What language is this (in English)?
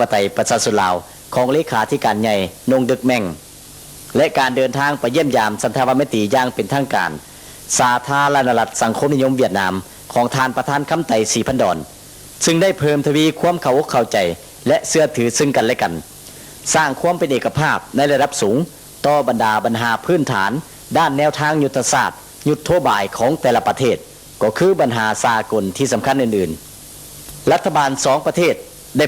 Lao